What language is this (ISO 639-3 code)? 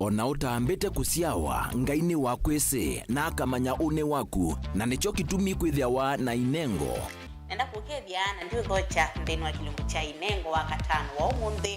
kam